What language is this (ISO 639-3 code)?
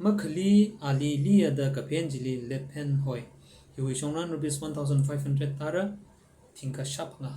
nmf